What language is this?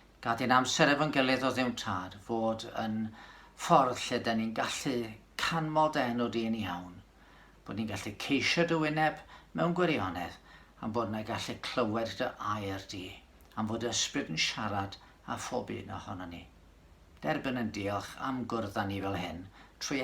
Welsh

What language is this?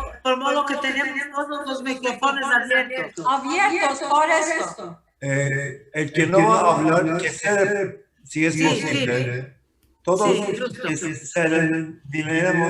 Ladino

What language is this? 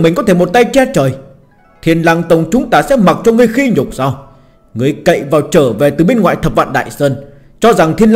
Vietnamese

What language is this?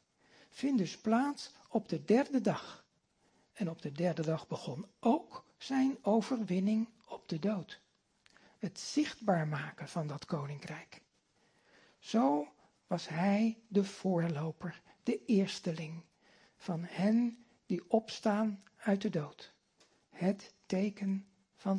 Dutch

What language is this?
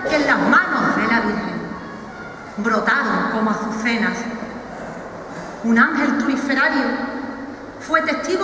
Spanish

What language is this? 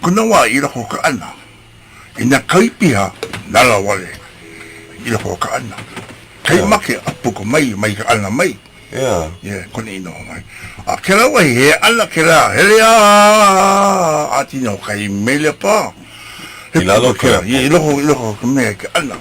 Hawaiian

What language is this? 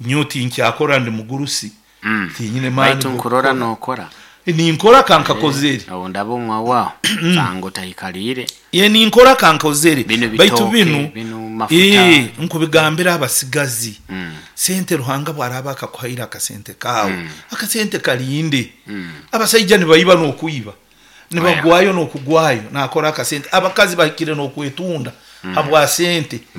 Nyoro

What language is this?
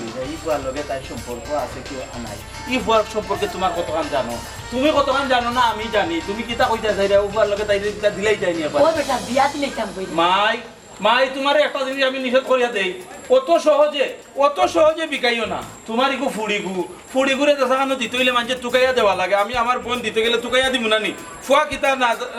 Sylheti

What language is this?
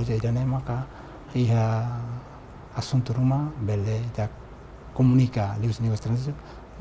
Tetum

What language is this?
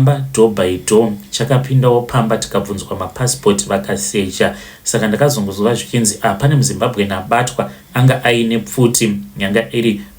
Shona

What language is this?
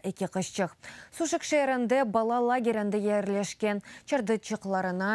Crimean Tatar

